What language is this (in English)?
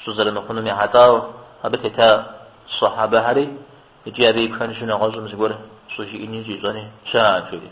Kabardian